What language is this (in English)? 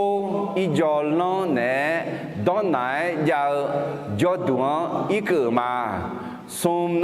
Akha